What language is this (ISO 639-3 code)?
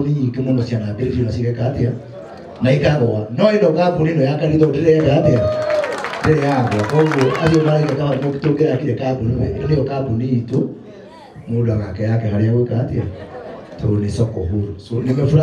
kik